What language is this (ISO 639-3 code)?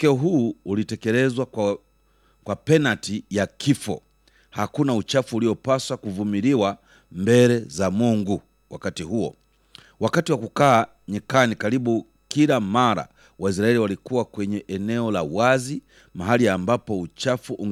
swa